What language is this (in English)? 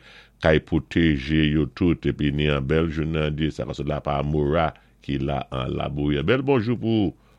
Saint Lucian Creole French